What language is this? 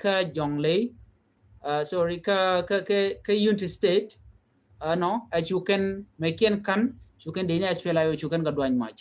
Nuer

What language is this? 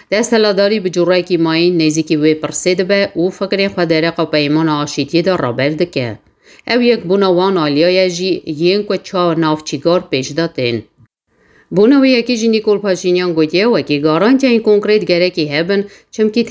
Kurdish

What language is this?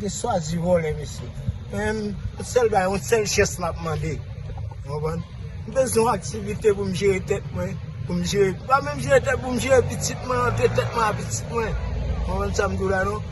Haitian Creole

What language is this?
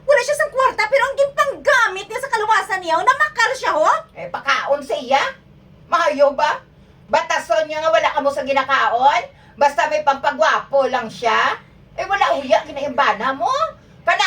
Hiligaynon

